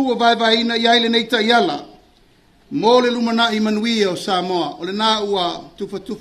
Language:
Samoan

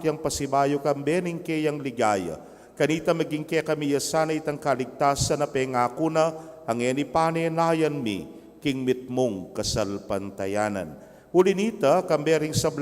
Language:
Pampanga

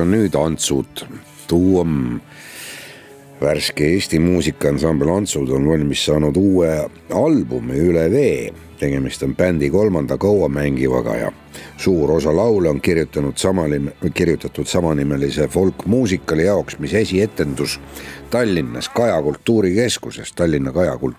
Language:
Estonian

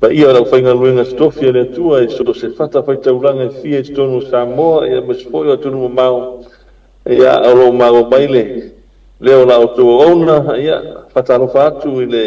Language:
Samoan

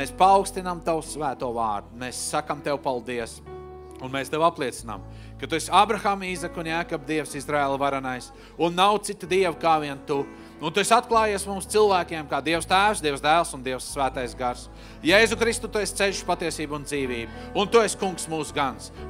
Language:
Latvian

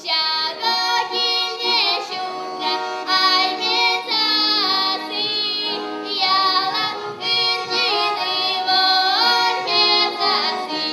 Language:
Chuvash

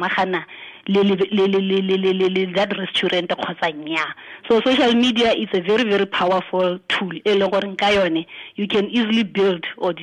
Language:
Tswana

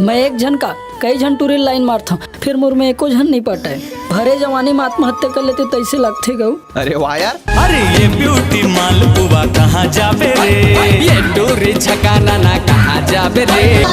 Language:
Chhattisgarhi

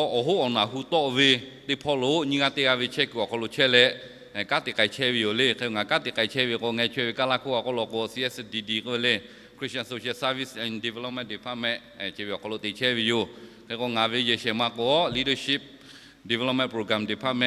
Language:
Lahu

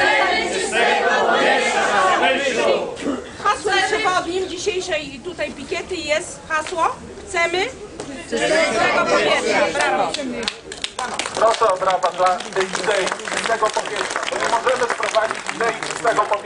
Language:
Polish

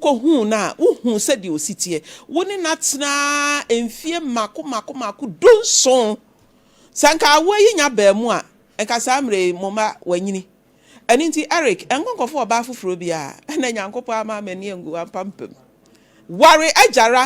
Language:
Akan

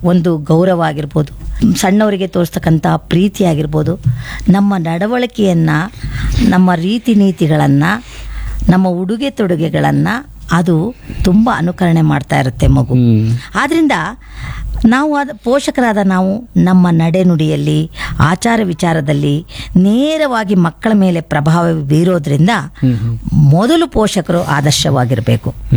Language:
Kannada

